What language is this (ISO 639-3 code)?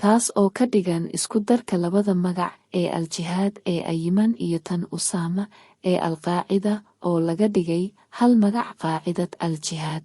som